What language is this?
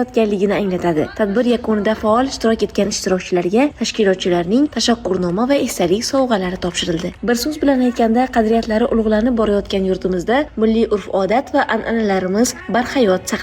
Uzbek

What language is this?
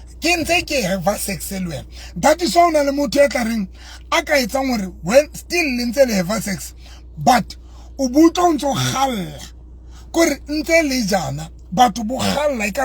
Southern Sotho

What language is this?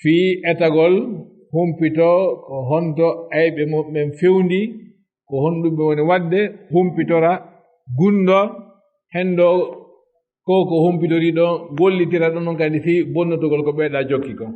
Fula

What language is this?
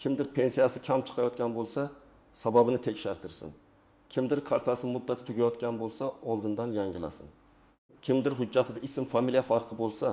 Uzbek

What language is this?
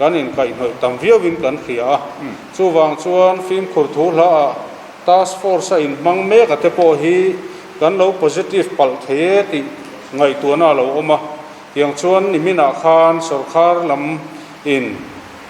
Mizo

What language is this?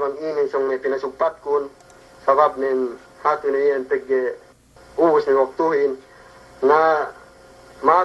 Yakan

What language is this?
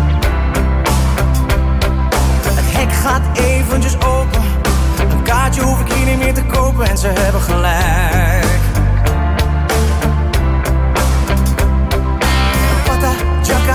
Dutch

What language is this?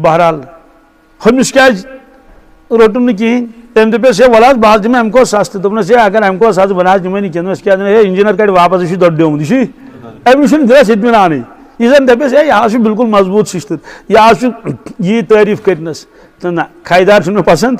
Kashmiri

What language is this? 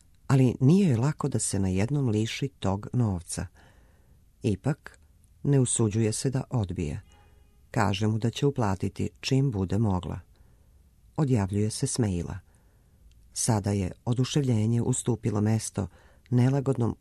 Serbian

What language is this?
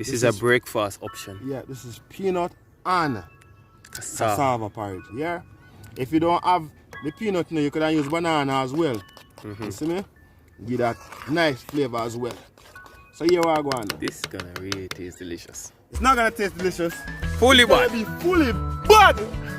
Jamaican Creole English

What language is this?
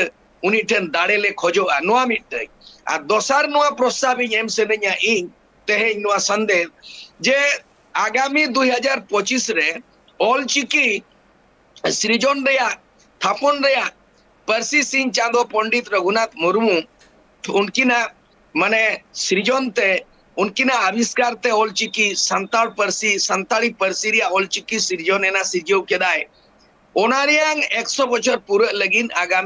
Santali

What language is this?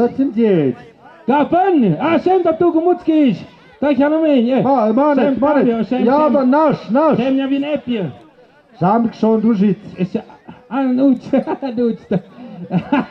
Tlahuitoltepec Mixe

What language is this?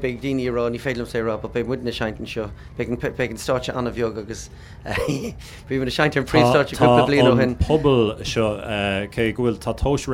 Irish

